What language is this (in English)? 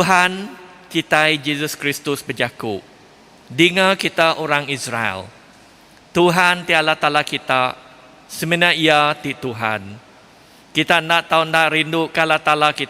Iban